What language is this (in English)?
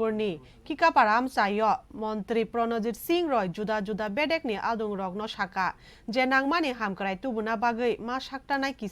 Kok Borok